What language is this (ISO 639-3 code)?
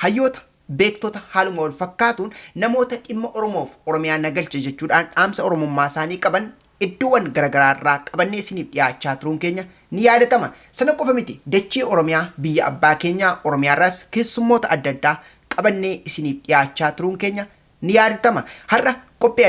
orm